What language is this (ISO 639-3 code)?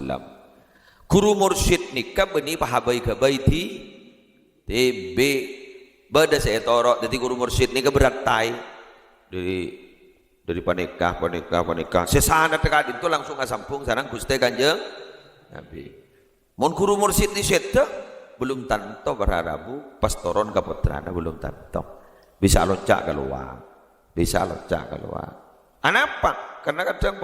mad